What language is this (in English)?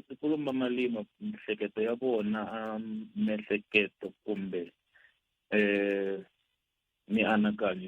Tsonga